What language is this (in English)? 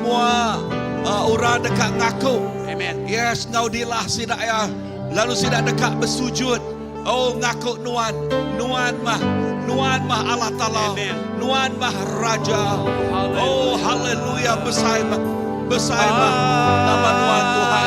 Iban